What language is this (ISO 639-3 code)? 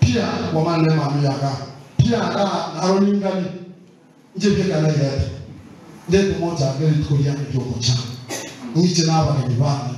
guz